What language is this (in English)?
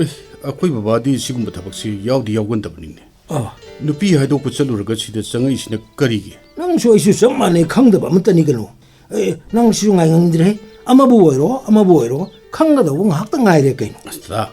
Manipuri